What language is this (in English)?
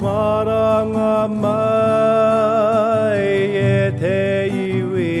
Māori